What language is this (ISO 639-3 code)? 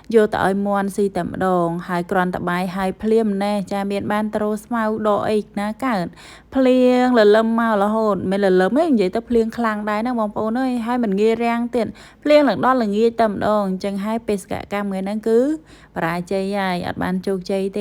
khm